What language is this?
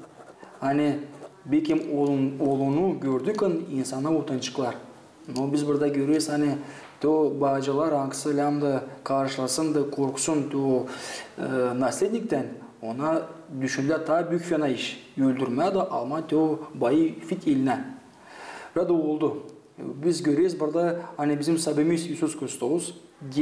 Gagauz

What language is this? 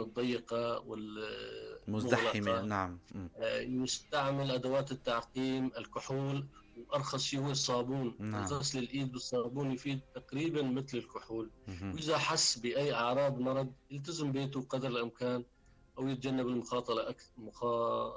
North Levantine Arabic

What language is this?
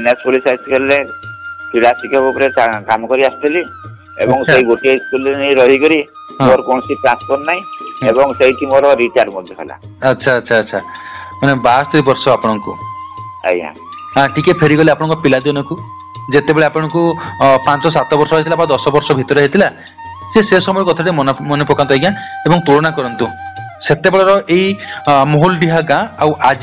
Odia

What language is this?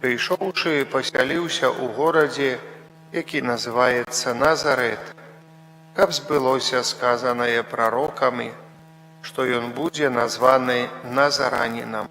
Belarusian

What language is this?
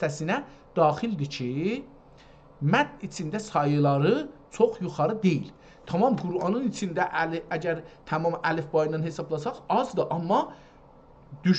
South Azerbaijani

